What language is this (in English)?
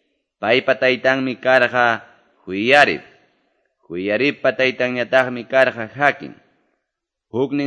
Quechua